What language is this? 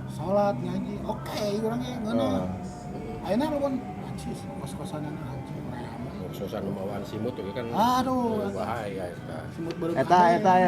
Sundanese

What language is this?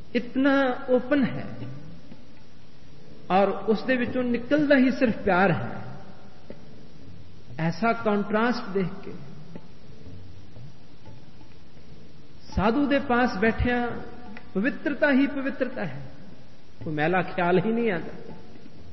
Punjabi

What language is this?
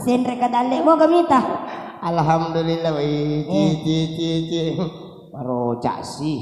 Buginese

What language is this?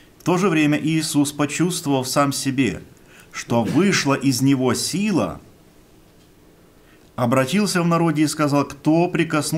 Russian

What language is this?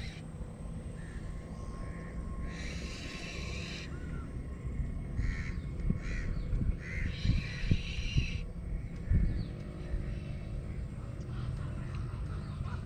Malay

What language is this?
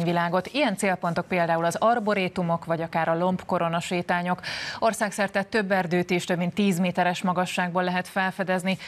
Hungarian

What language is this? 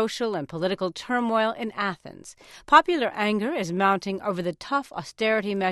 English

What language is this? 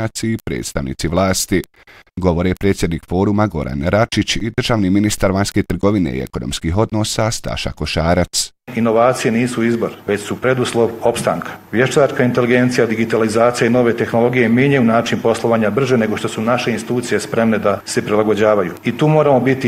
Bosnian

